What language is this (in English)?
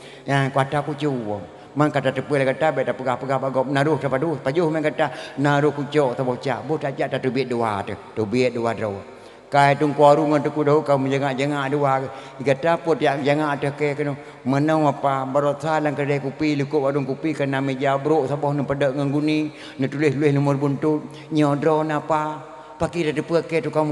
Achinese